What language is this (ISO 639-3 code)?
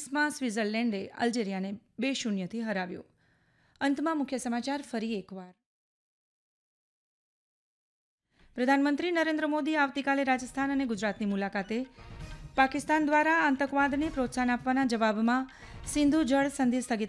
guj